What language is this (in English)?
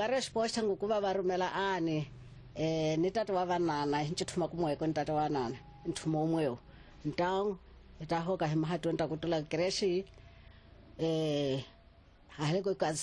Tsonga